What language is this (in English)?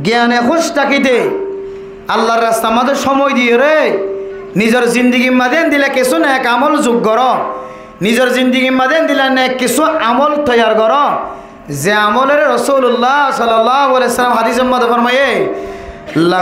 Rohingya